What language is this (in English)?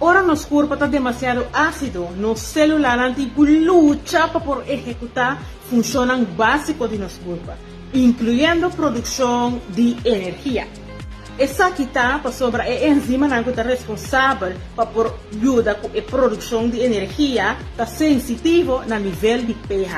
Papiamento